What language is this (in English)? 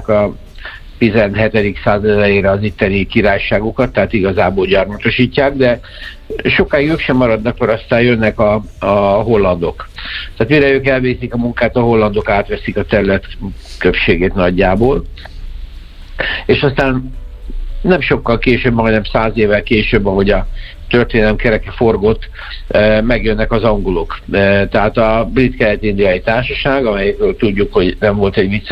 Hungarian